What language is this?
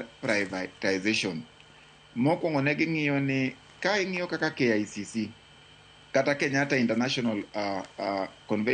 Luo (Kenya and Tanzania)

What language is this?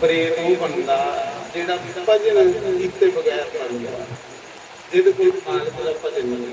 Dogri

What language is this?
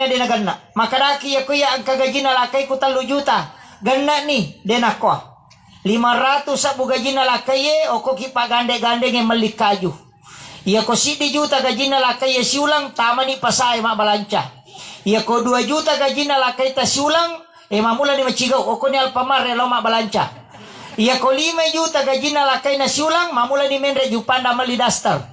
Buginese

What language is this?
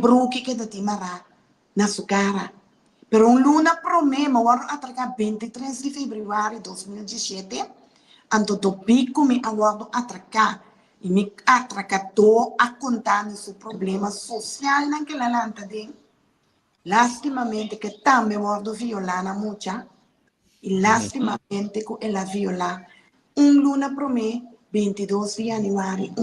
Papiamento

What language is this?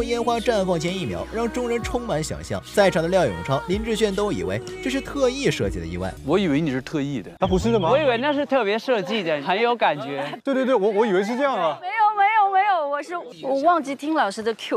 Chinese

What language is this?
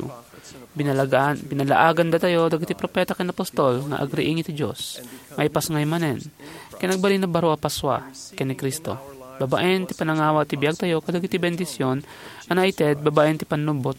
Iloko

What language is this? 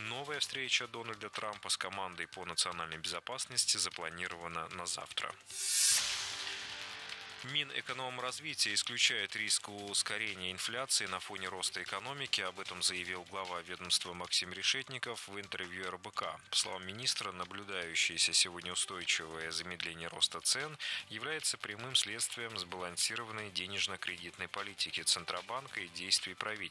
Russian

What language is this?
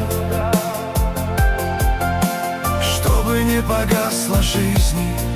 Russian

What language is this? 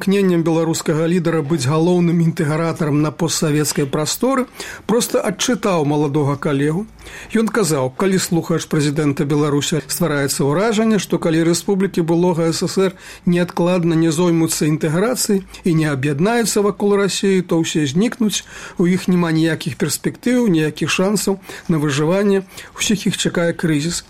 Belarusian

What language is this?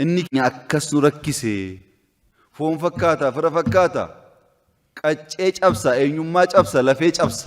Oromo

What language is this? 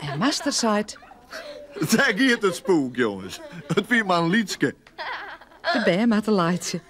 Western Frisian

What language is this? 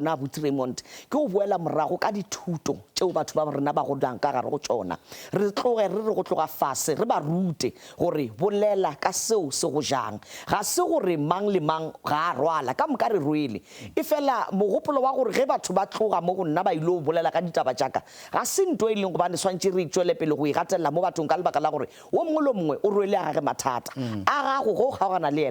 Northern Sotho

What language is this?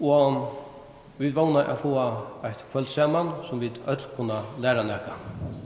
Faroese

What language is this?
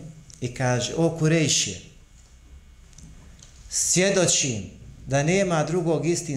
Bosnian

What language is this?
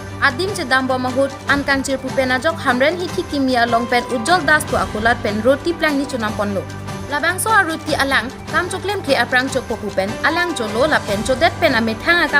Karbi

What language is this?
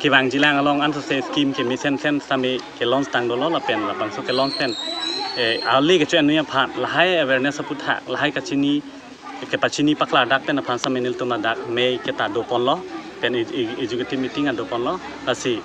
Karbi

